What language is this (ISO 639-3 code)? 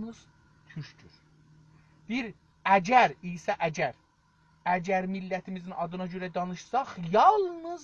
azb